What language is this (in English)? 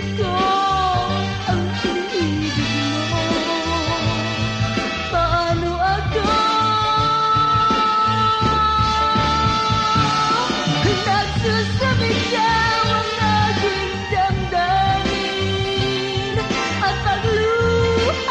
Filipino